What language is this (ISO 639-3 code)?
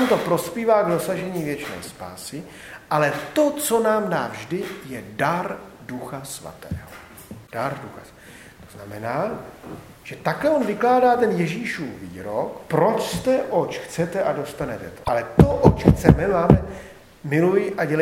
ces